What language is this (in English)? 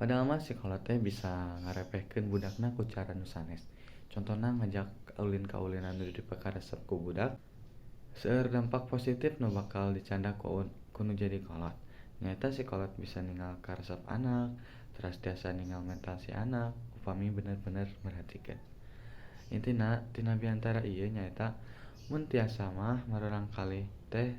Sundanese